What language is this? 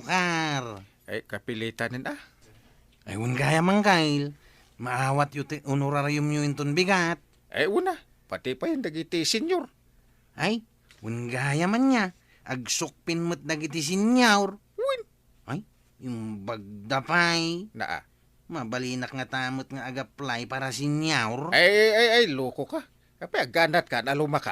Iloko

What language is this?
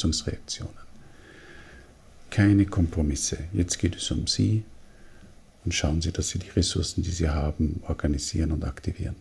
German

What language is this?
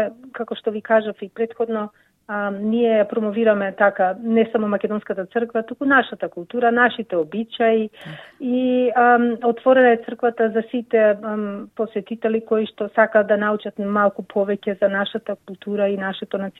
Macedonian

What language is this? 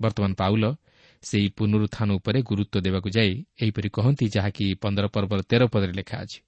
Odia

